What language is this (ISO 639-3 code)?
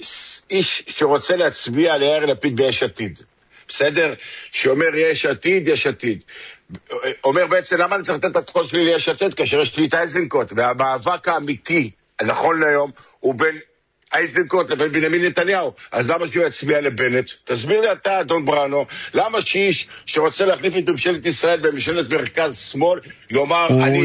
heb